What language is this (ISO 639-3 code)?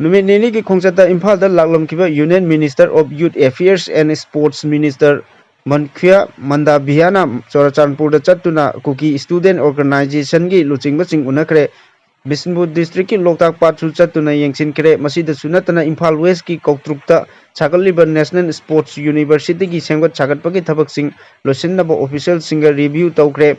mni